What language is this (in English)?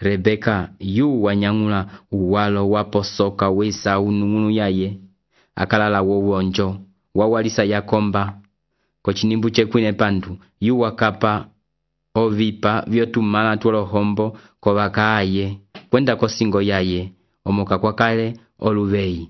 Umbundu